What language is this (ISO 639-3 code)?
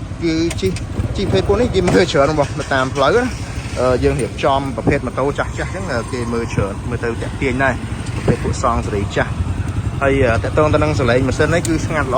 khm